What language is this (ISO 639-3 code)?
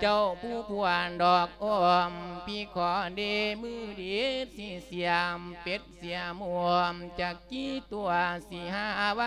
lao